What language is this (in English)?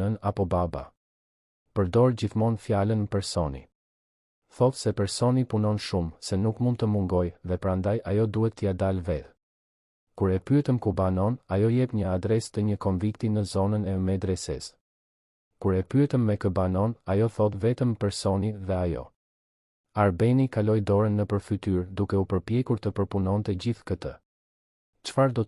Albanian